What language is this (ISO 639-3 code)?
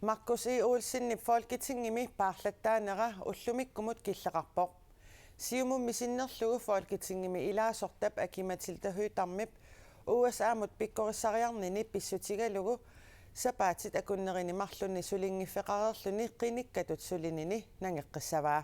kal